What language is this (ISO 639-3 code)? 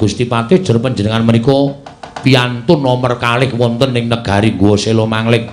jav